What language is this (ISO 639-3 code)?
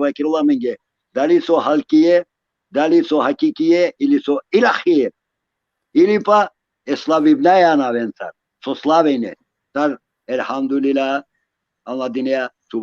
rmn